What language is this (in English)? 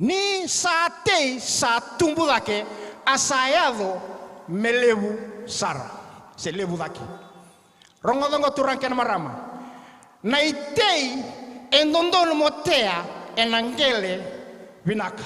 Fijian